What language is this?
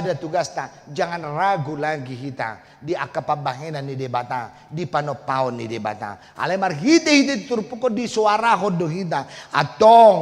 Batak Toba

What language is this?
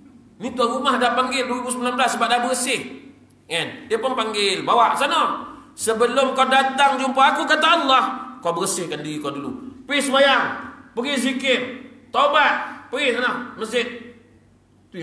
Malay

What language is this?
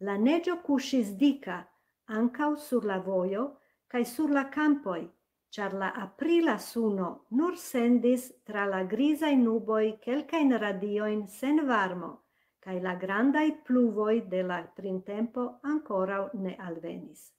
Esperanto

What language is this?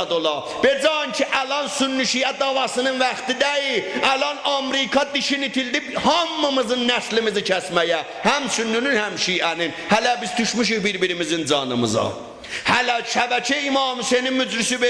South Azerbaijani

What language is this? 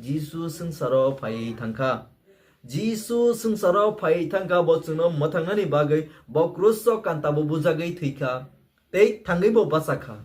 Kok Borok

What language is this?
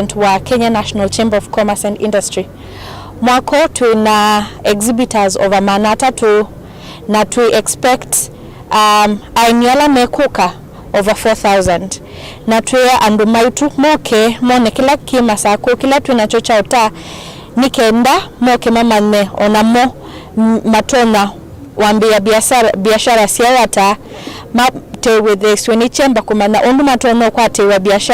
Kamba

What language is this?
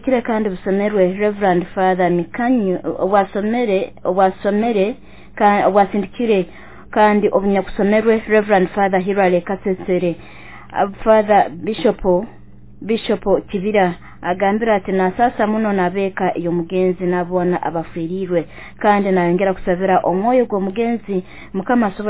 Nyoro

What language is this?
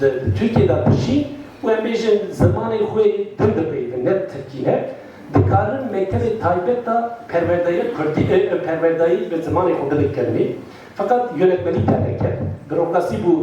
Kurdish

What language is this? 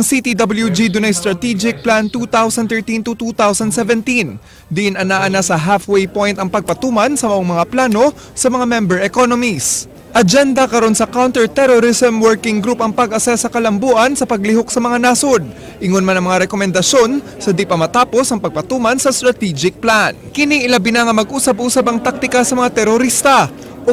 Cebuano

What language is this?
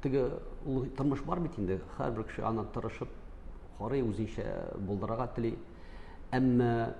Tatar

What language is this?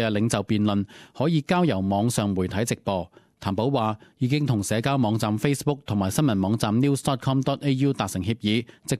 Cantonese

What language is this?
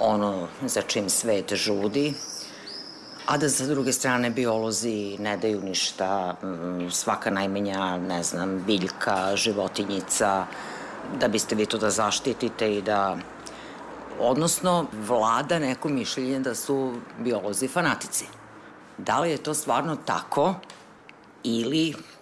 Serbian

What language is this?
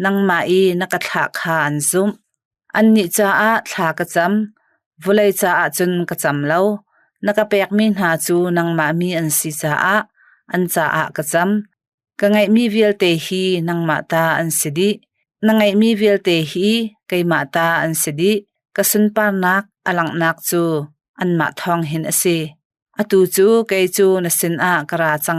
Hakha Chin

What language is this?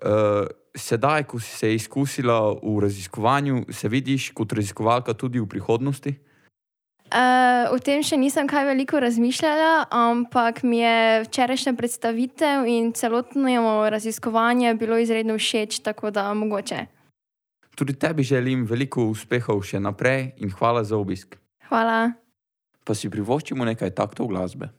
Slovenian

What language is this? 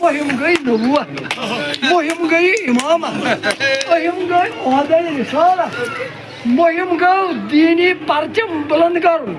Kashmiri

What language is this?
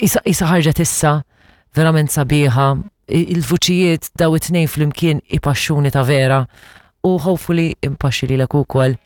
Maltese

